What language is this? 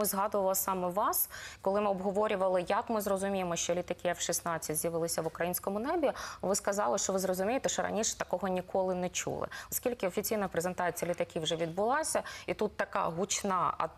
Ukrainian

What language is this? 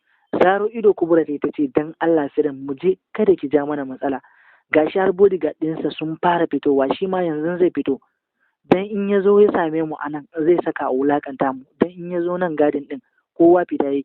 Hausa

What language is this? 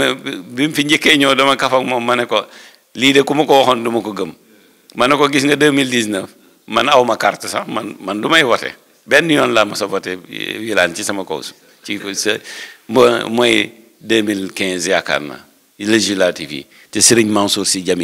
Wolof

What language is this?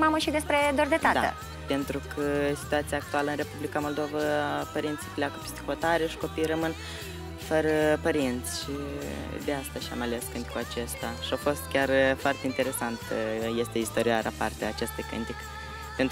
Romanian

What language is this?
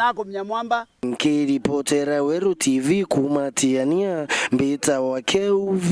Meru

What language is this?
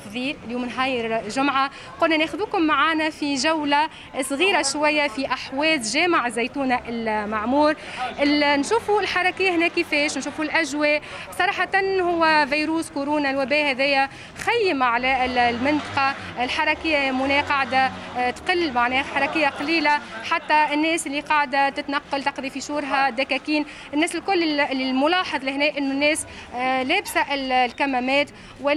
Tunisian Arabic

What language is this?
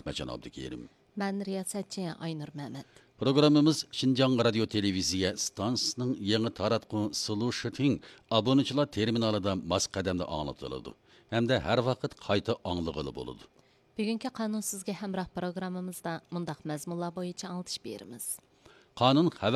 Uyghur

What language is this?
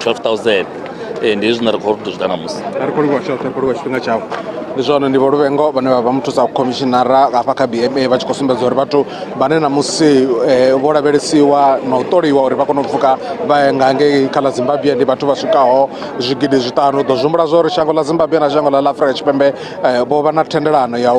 Venda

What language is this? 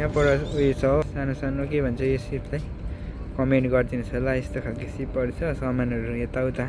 Nepali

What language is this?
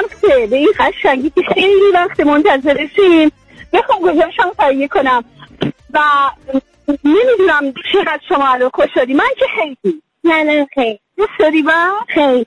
Persian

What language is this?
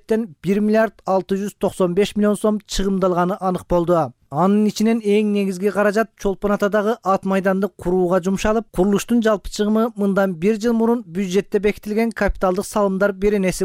Kyrgyz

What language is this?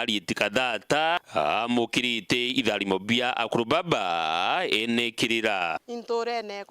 Meru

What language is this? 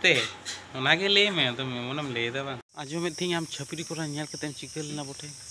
Santali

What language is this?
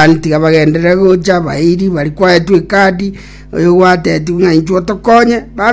Gusii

